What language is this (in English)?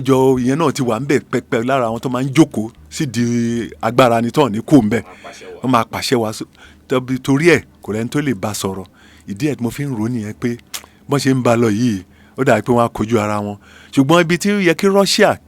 Yoruba